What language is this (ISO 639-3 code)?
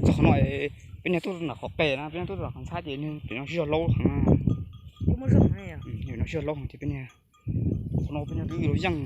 hmn